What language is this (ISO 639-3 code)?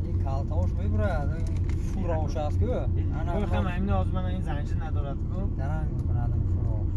tgk